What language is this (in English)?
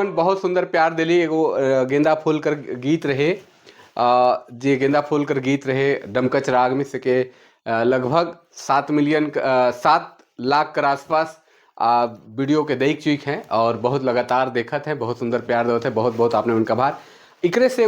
Sadri